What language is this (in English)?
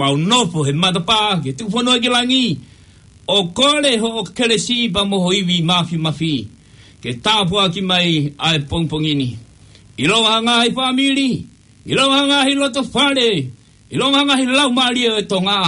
Tongan